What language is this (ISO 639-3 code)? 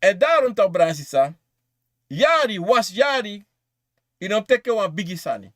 srn